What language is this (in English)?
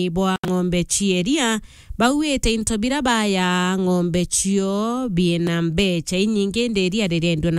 Meru